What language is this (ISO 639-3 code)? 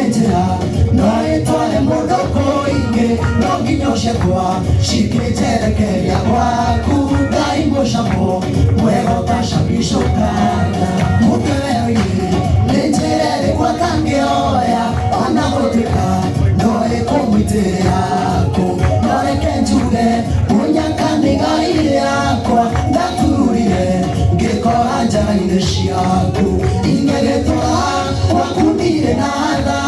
kik